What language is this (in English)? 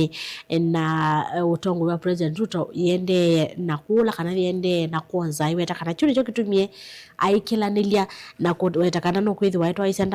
Kamba